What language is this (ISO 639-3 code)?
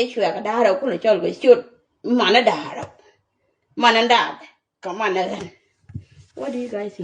nus